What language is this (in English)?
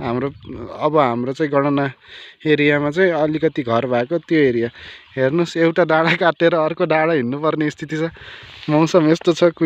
Nepali